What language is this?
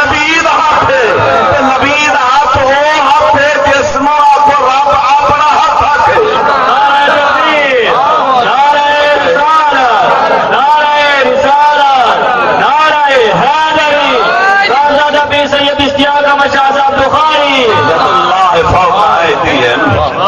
Saraiki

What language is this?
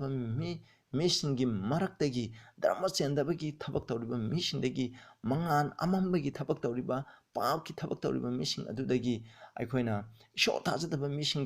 Manipuri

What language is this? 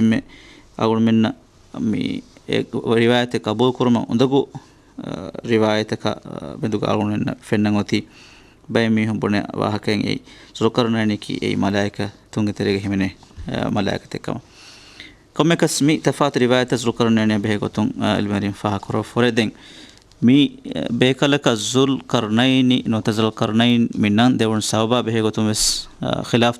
Divehi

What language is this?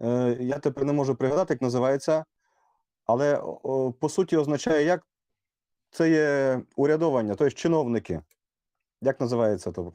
Rusyn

